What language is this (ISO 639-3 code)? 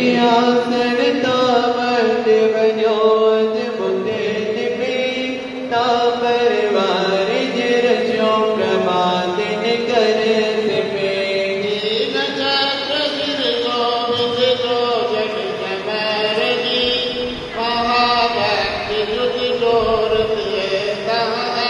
hin